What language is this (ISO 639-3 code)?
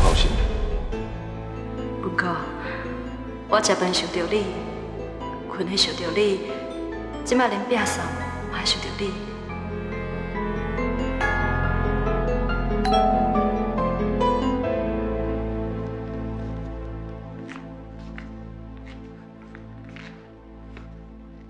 nan